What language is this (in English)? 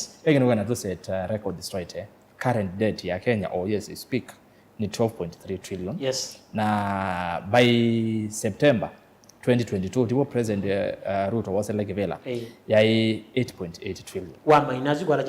Kamba